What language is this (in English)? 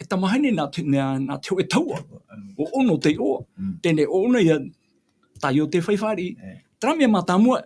Tahitian